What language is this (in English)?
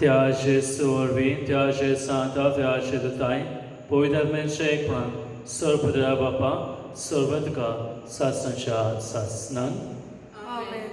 Konkani